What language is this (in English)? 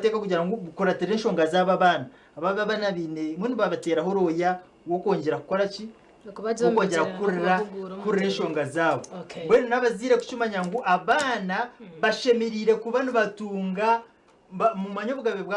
Nyankole